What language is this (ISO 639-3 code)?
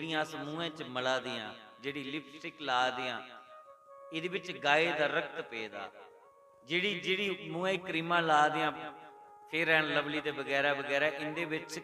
doi